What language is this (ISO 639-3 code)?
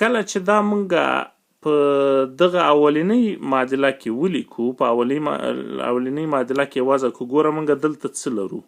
pus